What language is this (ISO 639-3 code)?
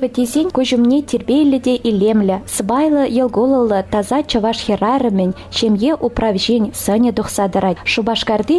chv